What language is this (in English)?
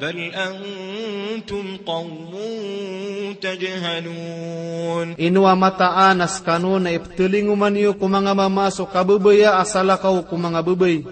Maranao